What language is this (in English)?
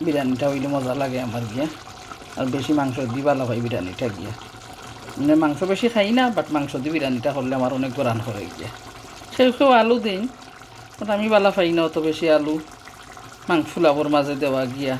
Sylheti